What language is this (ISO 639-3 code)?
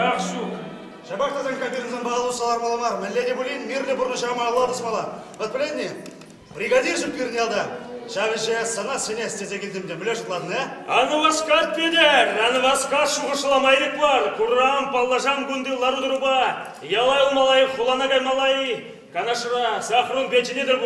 chv